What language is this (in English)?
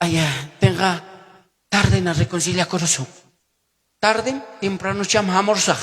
Ayacucho Quechua